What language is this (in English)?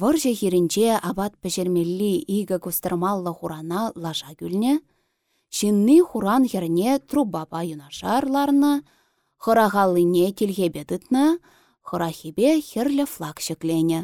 Chuvash